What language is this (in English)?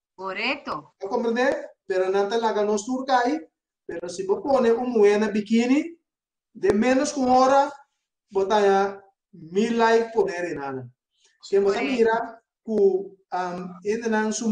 Papiamento